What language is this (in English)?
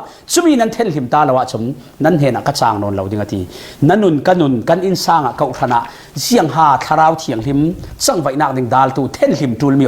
Falam Chin